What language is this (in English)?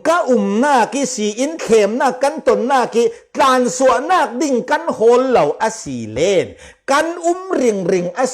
Falam Chin